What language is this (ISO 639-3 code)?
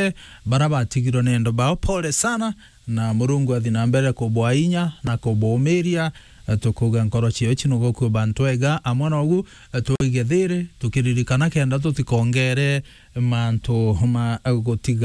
mer